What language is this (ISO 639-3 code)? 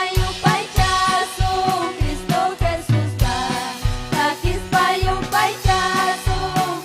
quy